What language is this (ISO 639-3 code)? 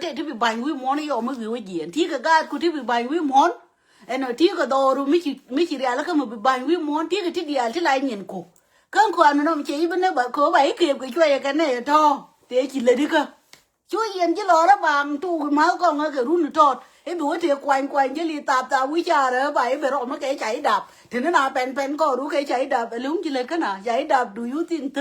nus